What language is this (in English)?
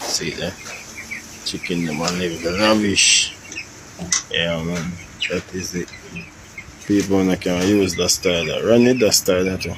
Jamaican Creole English